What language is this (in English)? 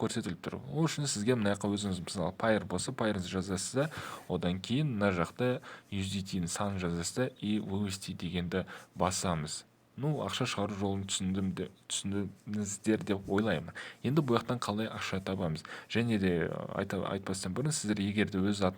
Kazakh